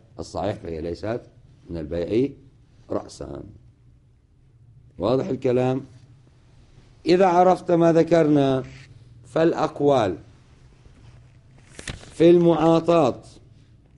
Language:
Arabic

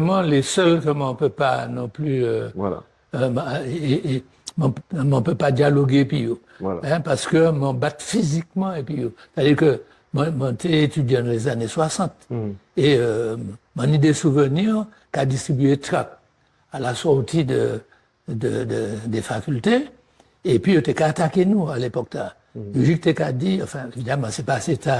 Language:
Guadeloupean Creole French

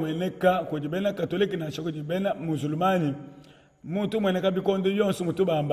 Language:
Luba-Lulua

